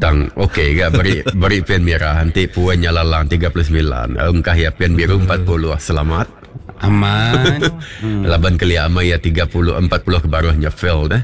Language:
Iban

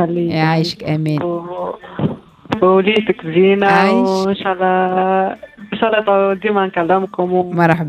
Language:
Tunisian Arabic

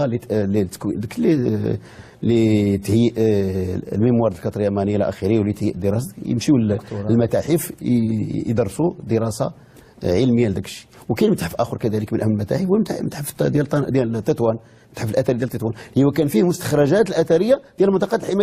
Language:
Moroccan Arabic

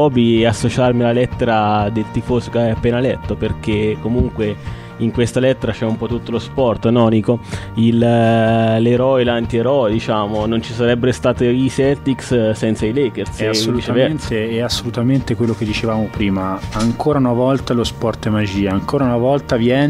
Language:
Italian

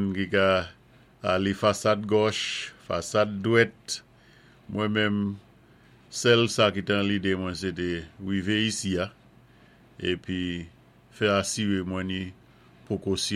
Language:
Saint Lucian Creole French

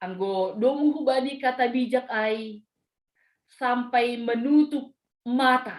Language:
Batak Simalungun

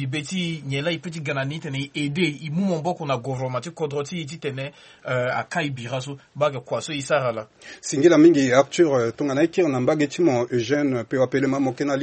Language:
Sango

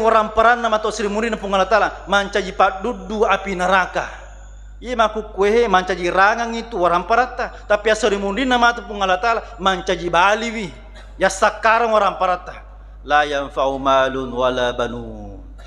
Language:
Buginese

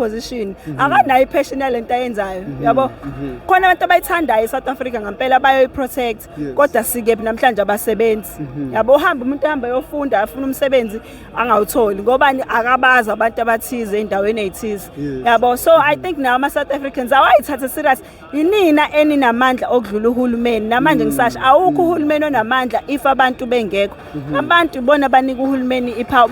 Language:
Zulu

